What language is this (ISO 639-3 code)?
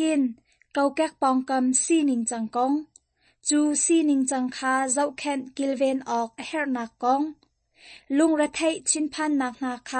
cnh